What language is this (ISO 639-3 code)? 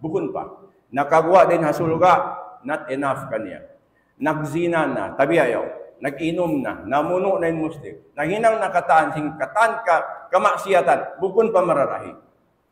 tsg